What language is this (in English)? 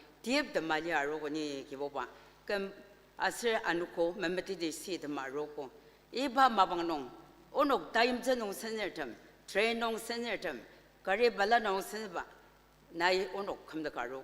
Ao Naga